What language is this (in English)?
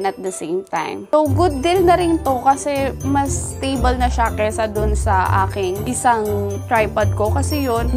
Filipino